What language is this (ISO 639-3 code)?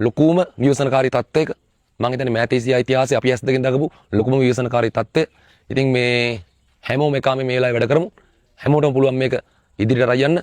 sin